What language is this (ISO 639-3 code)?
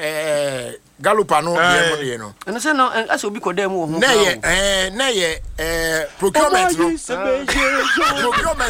aka